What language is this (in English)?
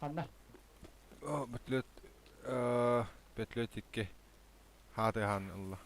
Yakut